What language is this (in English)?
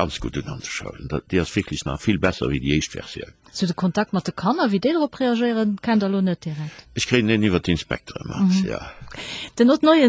Luxembourgish